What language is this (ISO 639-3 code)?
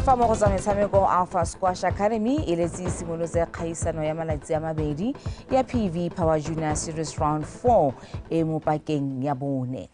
tsn